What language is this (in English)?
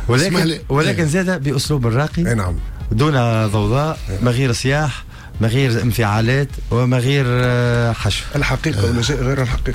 Tunisian Arabic